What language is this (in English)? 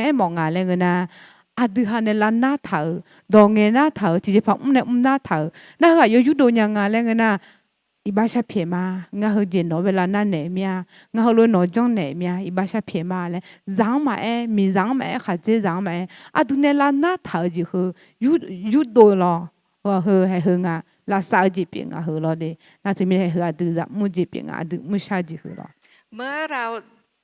Akha